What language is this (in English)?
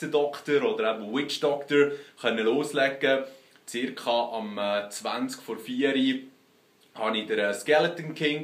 Swiss German